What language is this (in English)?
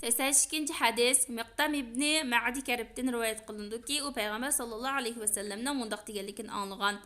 Uyghur